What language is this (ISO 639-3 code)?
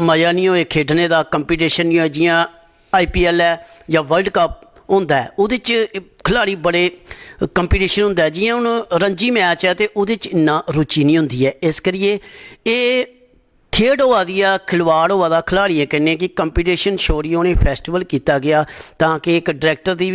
doi